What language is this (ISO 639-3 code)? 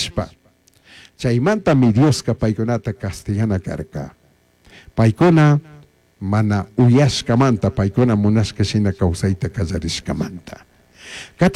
qug